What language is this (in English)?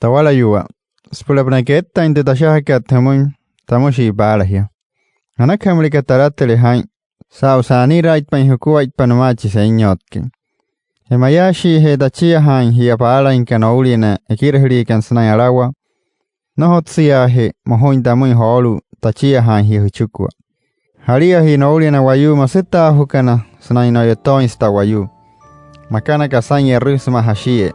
Wayuu